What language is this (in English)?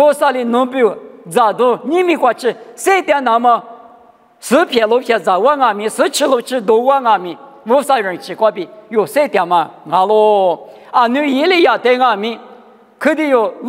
Lisu